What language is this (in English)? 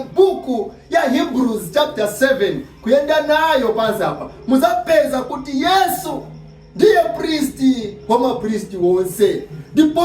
Nyanja